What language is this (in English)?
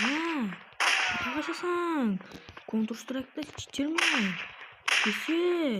Kara-Kalpak